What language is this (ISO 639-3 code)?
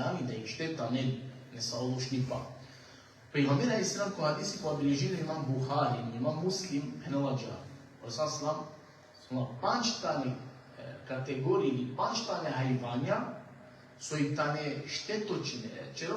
rmn